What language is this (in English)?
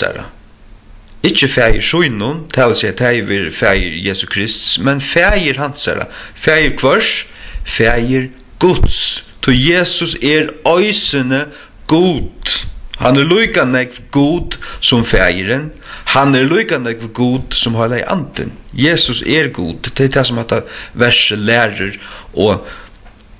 Faroese